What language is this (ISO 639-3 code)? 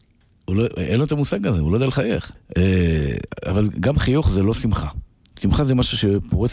heb